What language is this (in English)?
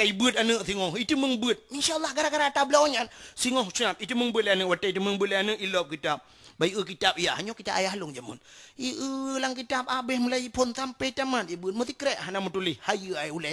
Achinese